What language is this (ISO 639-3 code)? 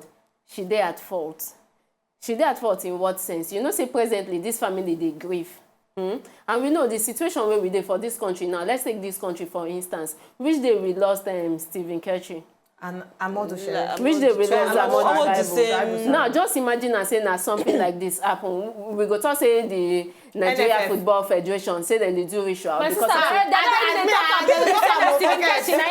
pcm